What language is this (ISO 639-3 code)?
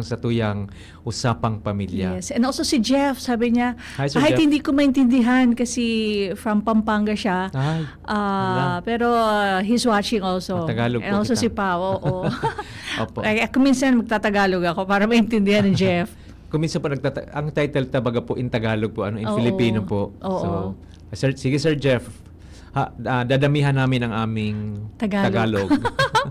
bik